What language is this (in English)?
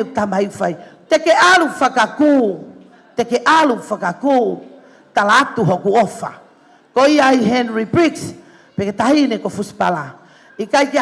Tongan